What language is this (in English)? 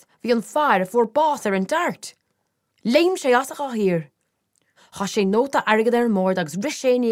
Irish